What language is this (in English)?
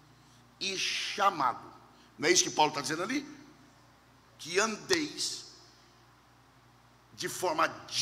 Portuguese